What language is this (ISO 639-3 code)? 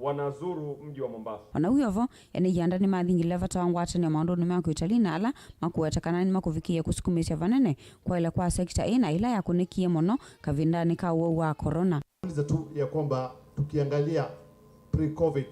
kam